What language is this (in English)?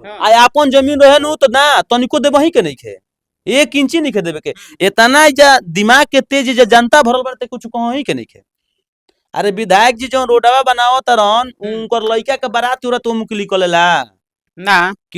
Bhojpuri